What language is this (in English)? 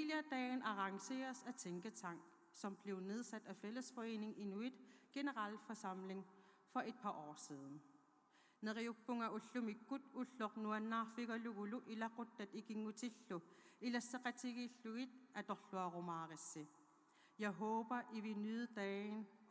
Kalaallisut